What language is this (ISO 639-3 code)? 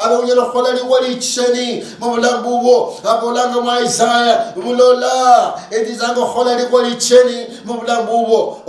luy